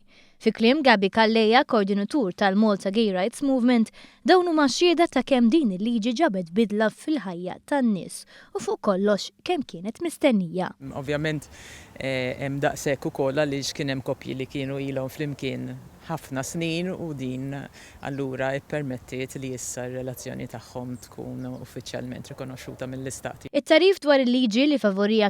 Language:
Maltese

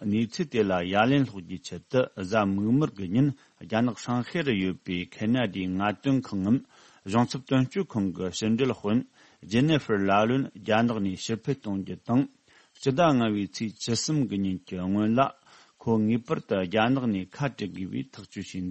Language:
Tibetan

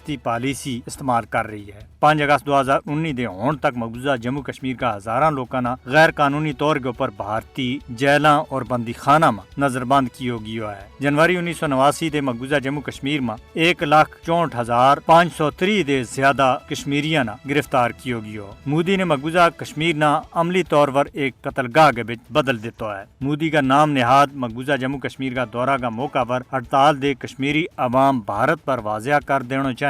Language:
Gujari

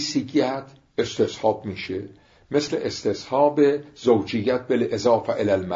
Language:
Persian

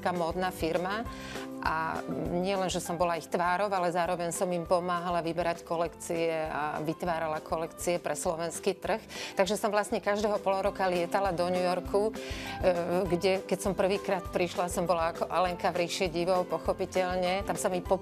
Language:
Slovak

